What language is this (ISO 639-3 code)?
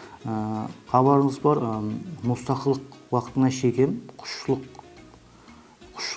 kaa